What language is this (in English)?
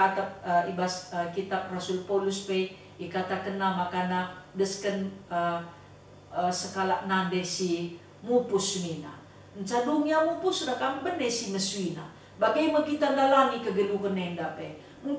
Batak Karo